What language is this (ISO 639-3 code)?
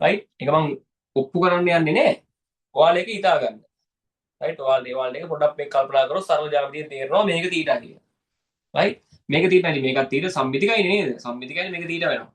sin